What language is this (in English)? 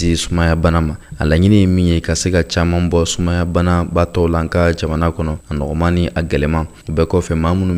Bambara